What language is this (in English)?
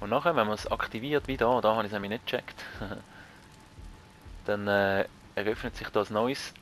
Swiss German